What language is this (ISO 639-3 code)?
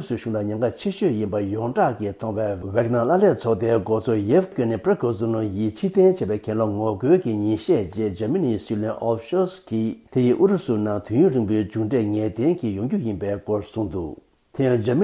bod